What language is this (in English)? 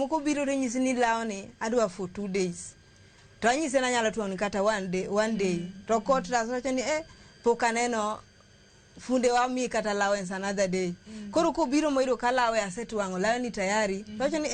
Luo (Kenya and Tanzania)